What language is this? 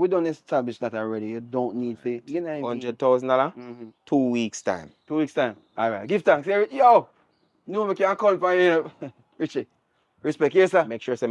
Jamaican Creole English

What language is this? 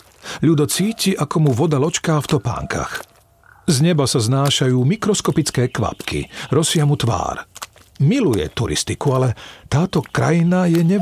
Slovak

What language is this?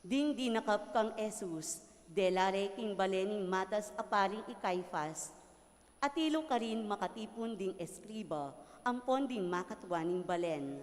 Pampanga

